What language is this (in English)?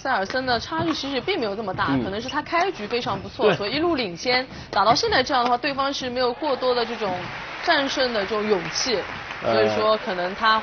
Chinese